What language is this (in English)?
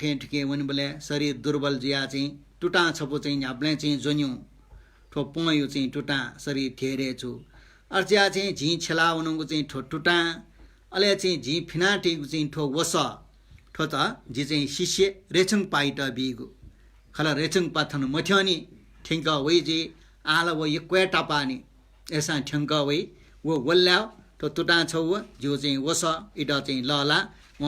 Newari